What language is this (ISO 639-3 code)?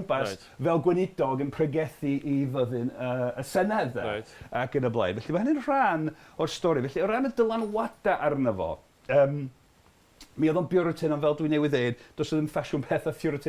cym